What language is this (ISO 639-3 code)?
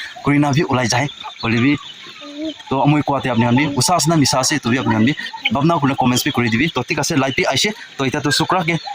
nag